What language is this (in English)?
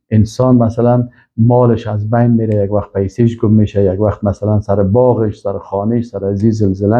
Persian